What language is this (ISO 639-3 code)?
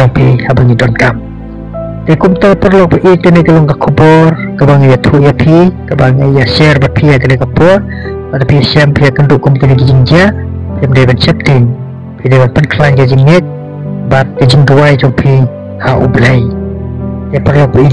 kha